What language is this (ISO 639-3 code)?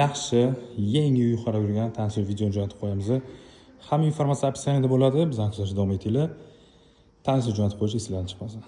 uzb